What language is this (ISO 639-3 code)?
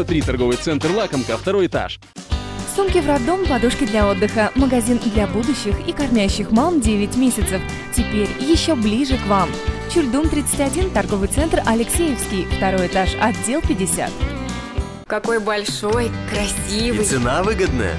rus